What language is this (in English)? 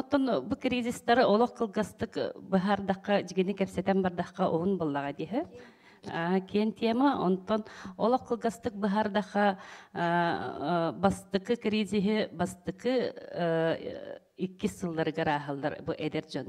Yakut